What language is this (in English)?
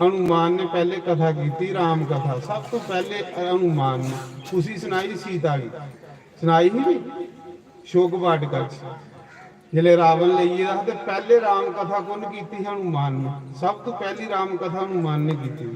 Dogri